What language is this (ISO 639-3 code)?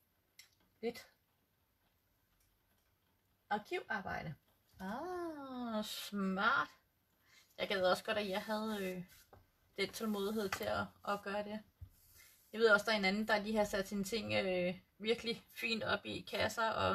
dan